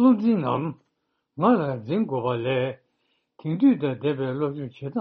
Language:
Tibetan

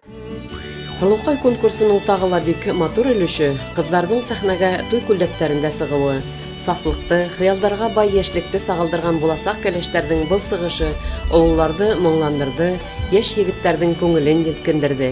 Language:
Bashkir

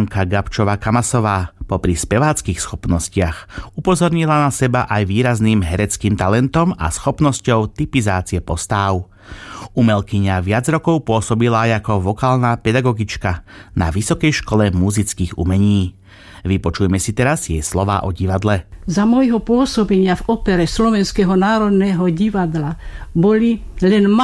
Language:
Slovak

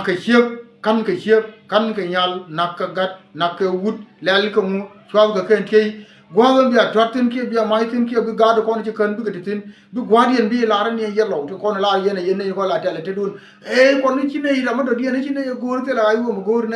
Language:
Nuer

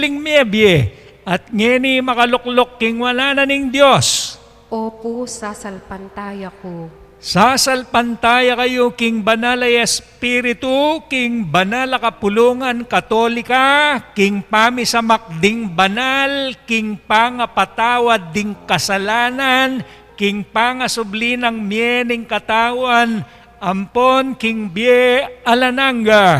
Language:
Pampanga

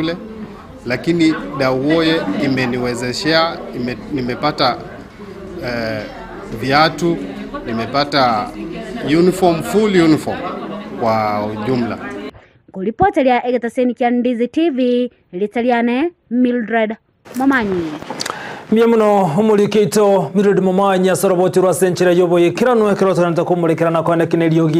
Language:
Gusii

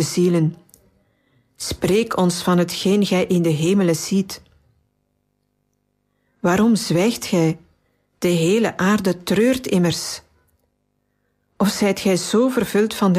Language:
Dutch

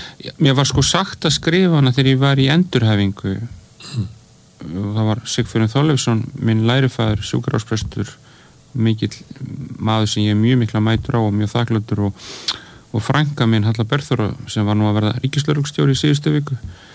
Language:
Icelandic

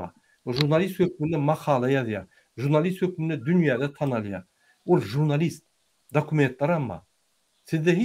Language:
Turkmen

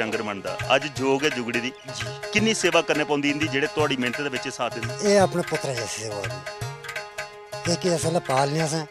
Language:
Dogri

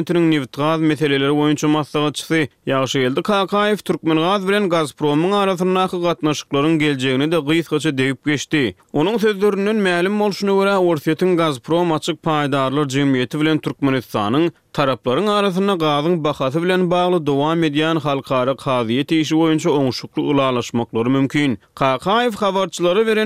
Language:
Turkmen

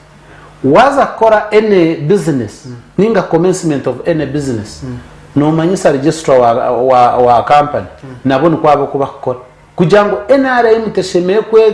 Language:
Nyankole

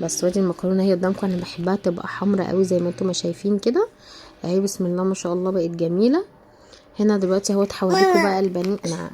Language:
Egyptian Arabic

